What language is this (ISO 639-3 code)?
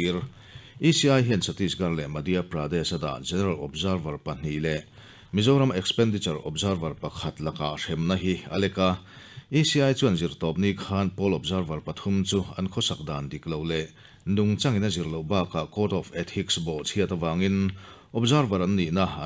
lus